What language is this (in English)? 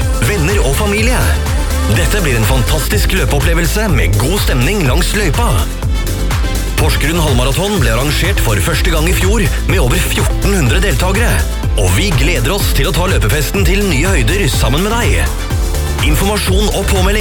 Norwegian